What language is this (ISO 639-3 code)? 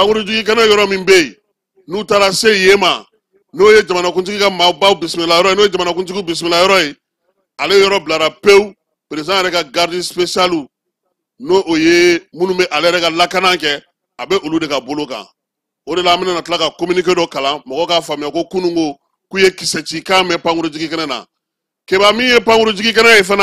bam